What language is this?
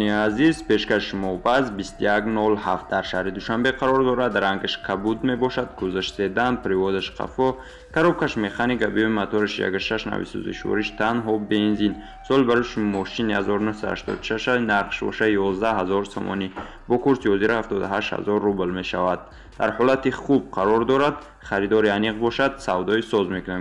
Tajik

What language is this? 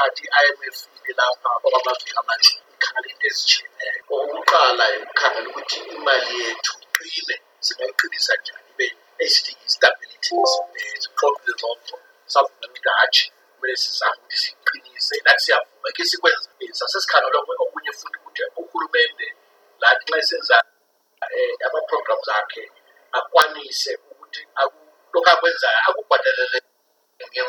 North Ndebele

